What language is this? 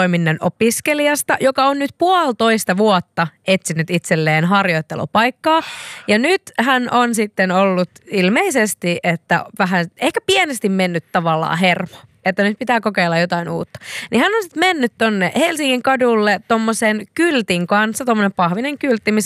Finnish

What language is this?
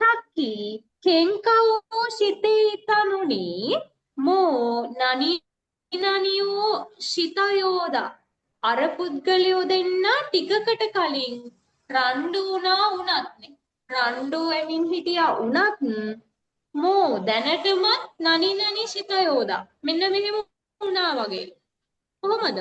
Sinhala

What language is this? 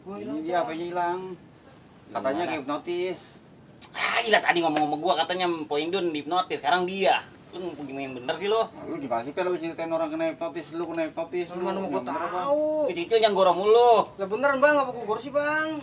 Betawi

